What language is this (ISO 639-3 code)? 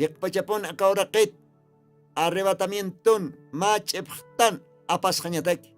aym